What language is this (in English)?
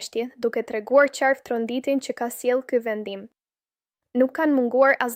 Albanian